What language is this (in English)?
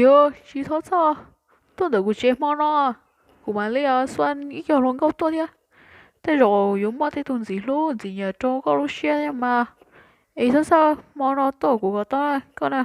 Hmong